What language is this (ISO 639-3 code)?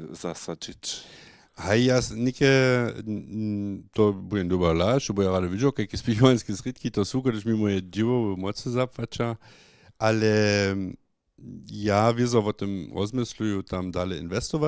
hsb